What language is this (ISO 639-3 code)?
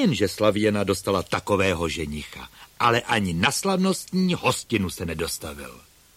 ces